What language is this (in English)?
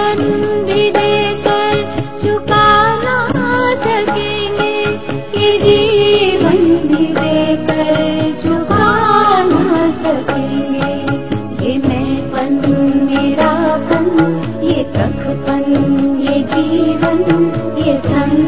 Hindi